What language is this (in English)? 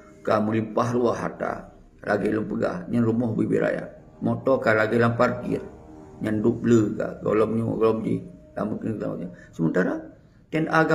Achinese